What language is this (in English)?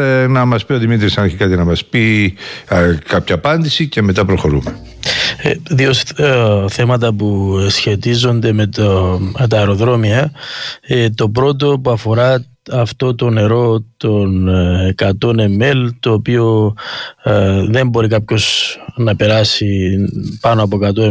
Greek